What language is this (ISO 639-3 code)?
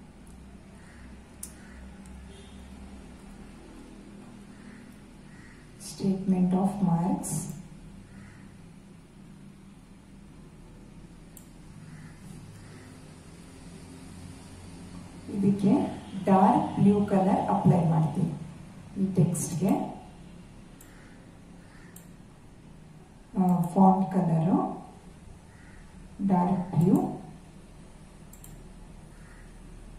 kan